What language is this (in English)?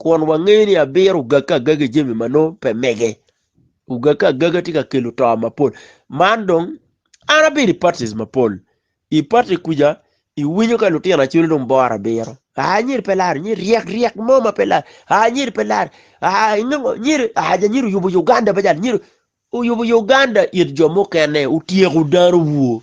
Acoli